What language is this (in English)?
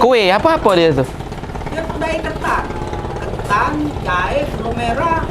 Musi